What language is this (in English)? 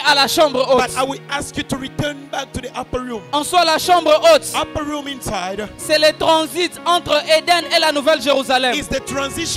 French